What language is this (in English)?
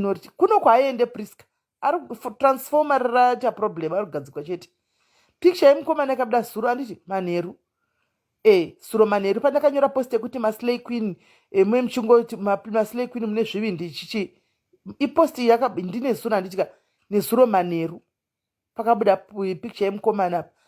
Shona